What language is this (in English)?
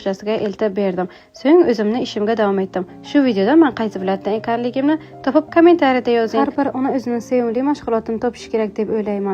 Uzbek